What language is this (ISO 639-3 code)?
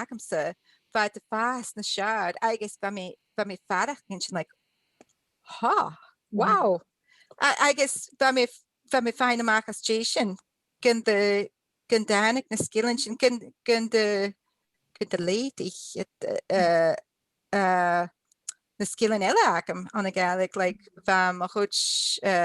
gla